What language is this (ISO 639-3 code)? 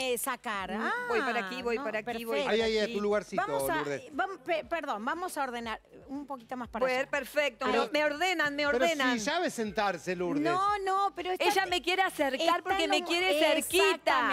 spa